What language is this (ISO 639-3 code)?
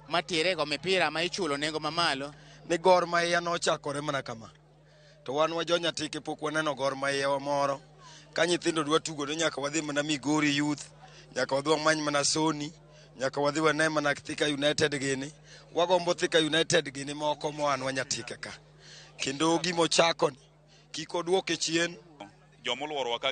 luo